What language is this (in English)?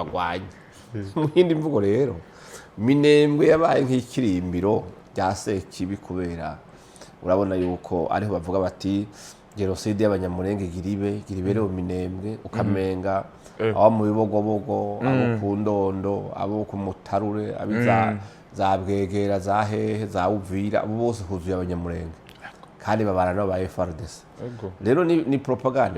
Rundi